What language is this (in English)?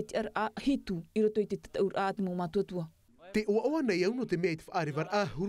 Tahitian